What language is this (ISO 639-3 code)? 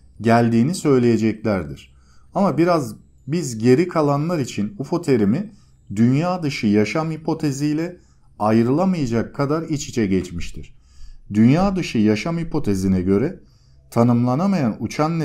tur